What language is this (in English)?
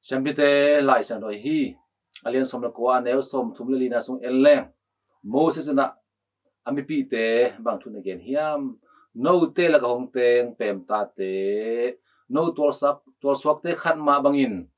Tedim Chin